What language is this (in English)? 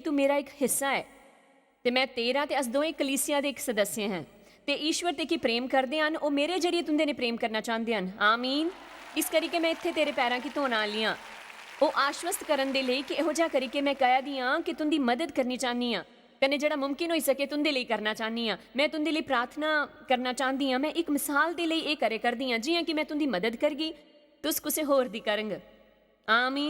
Dogri